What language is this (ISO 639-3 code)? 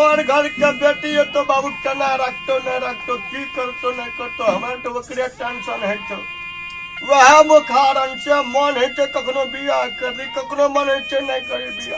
mai